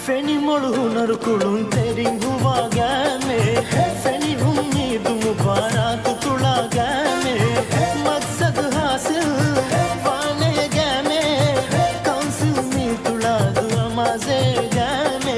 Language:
Divehi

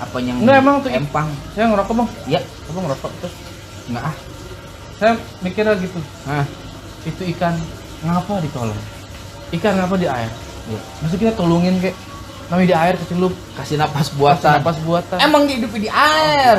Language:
Betawi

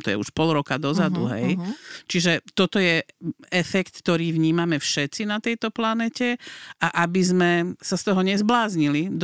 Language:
Slovak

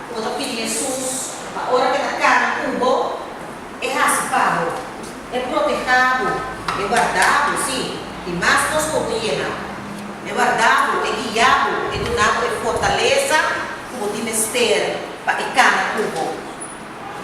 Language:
Papiamento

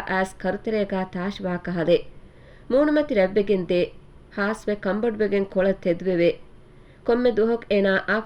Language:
Divehi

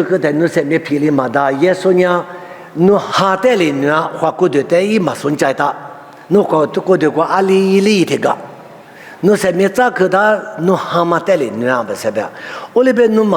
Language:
Lisu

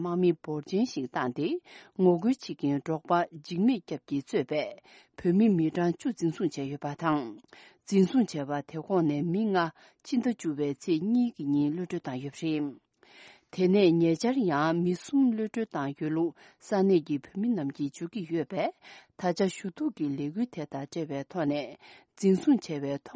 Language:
Tibetan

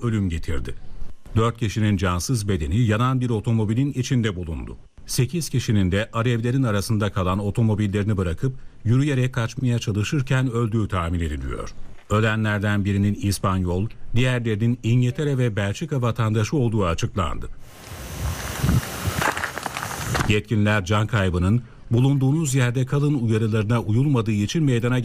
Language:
Turkish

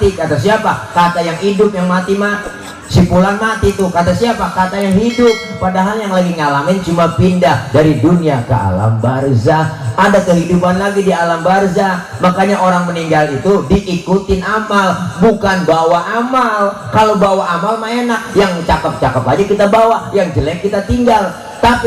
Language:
Betawi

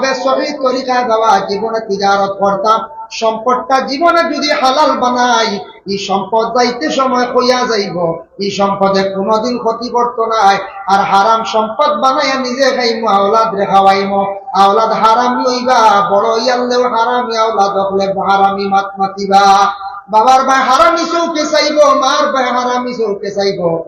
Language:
Sylheti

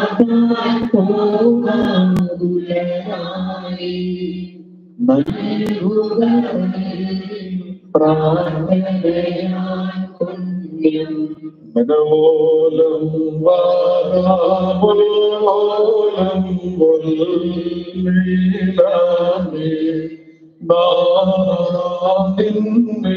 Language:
Malayalam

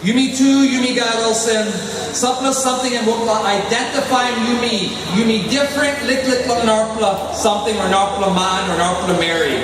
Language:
Tok Pisin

